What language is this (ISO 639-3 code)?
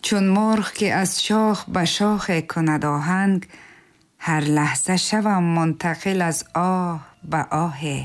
tgk